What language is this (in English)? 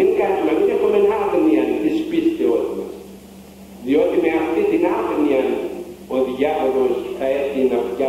Greek